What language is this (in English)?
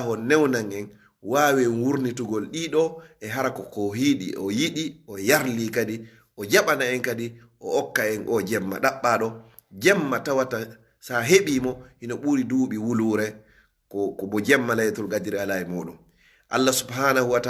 Fula